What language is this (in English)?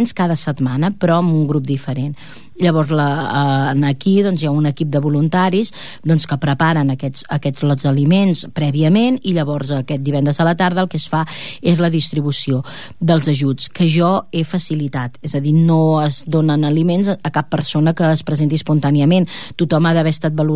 Catalan